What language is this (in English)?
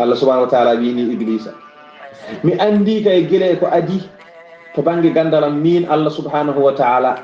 Fula